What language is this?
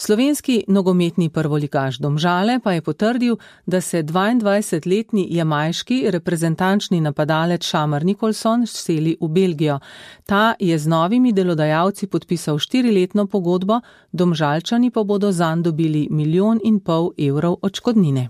Slovenian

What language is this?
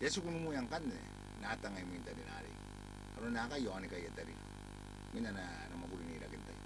Gilbertese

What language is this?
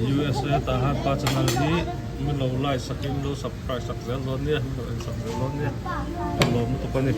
Mizo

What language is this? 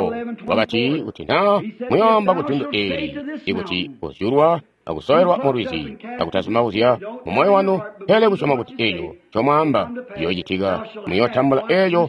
Tonga (Zambia)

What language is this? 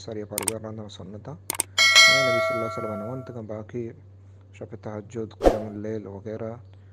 Eastern Balochi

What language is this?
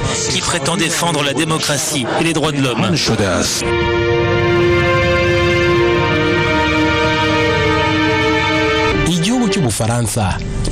Kinyarwanda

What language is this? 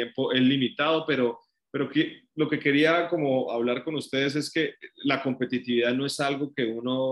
Spanish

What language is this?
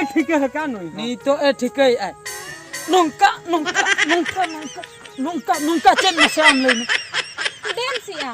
Santali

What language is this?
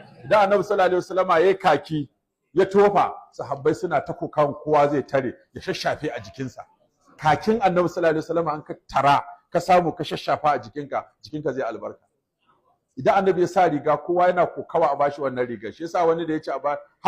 Hausa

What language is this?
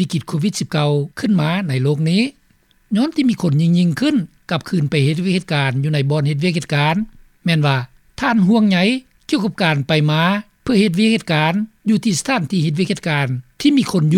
Lao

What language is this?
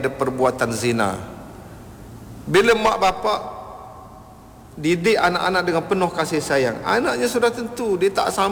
Malay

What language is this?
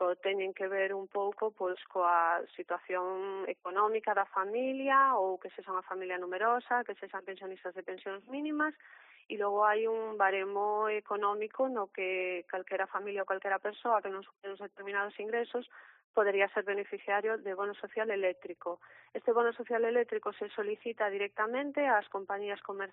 Galician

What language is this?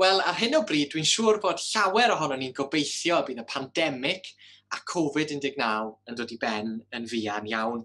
Welsh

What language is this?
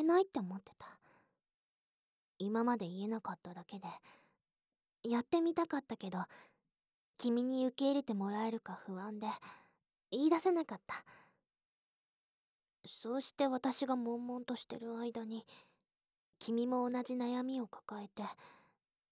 Japanese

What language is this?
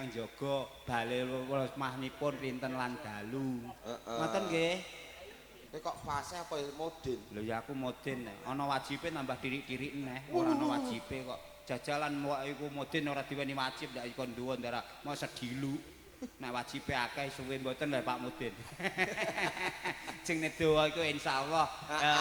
Javanese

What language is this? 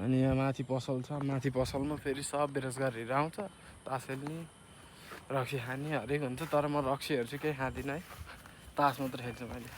Nepali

